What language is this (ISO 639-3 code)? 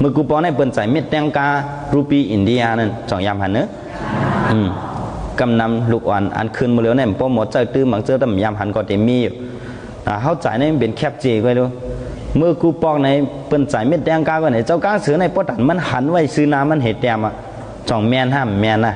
shn